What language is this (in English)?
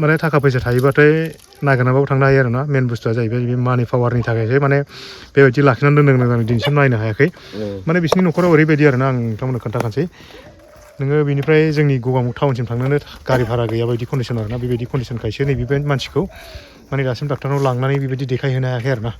Bodo